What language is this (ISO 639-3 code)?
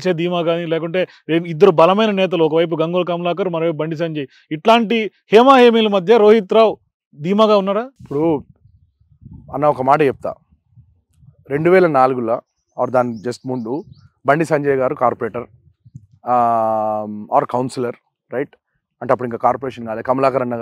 tel